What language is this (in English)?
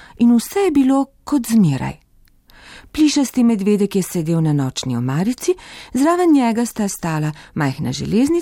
Slovenian